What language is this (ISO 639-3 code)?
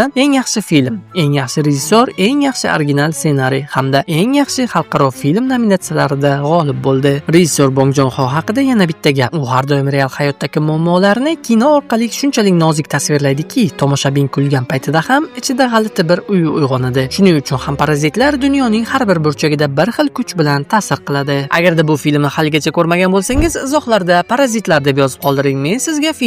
uzb